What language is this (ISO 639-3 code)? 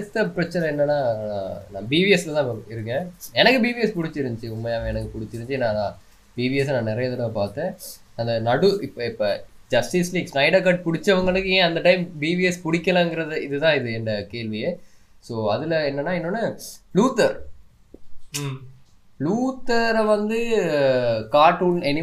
tam